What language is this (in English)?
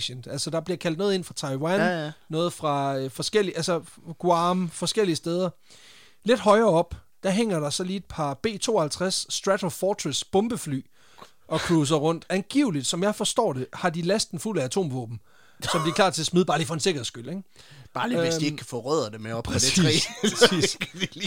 Danish